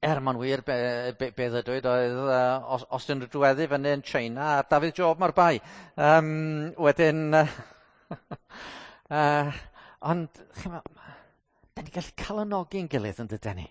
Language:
Welsh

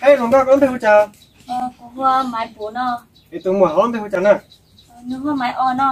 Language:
Hmong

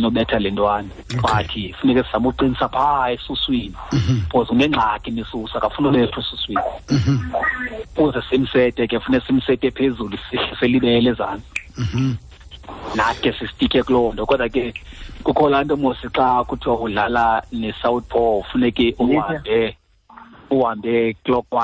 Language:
Xhosa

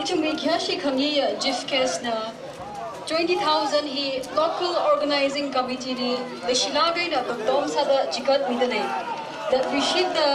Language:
Tangkhul Naga (India)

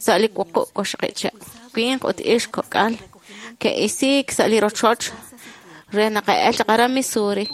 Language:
Kekchí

